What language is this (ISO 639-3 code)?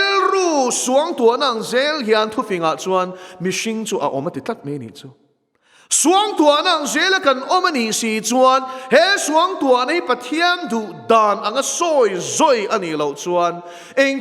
lus